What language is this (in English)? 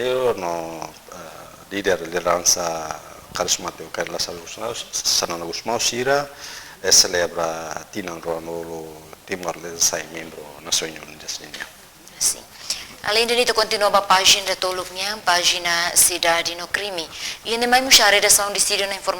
Tetum